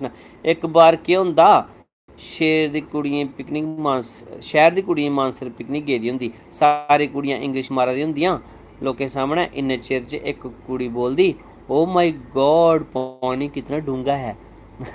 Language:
Dogri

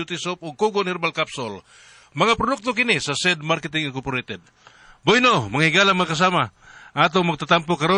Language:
Cebuano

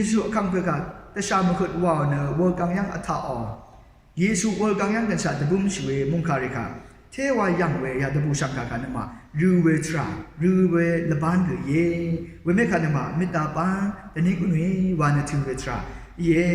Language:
Rawang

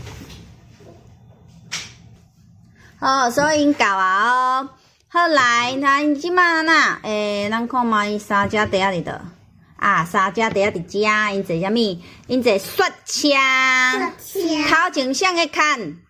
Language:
Min Nan Chinese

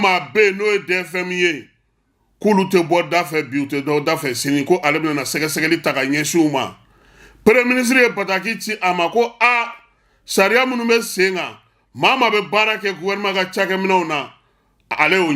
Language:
Bambara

